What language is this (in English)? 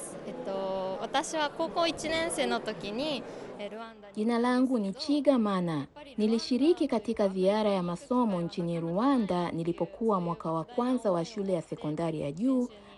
Swahili